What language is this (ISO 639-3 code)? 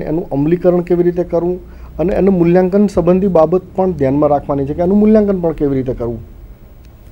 guj